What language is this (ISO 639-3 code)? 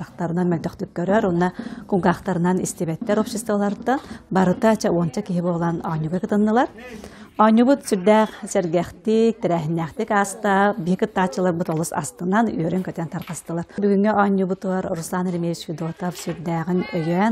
sah